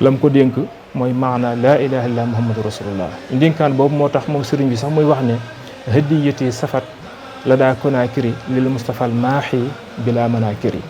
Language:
Wolof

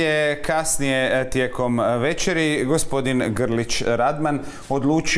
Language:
Croatian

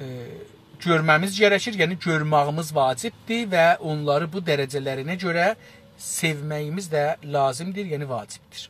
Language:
South Azerbaijani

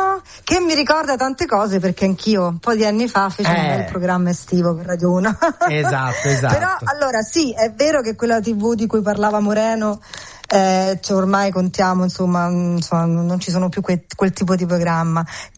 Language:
Italian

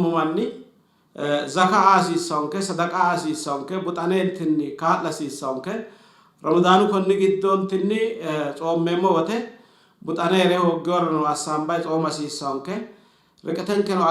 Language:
Sidamo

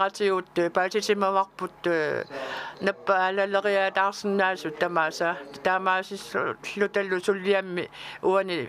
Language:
Kalaallisut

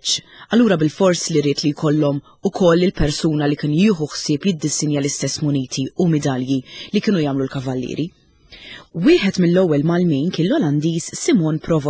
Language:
Maltese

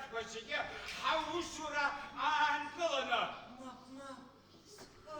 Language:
Abkhazian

